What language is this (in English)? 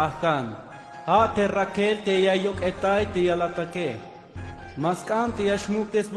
Tzeltal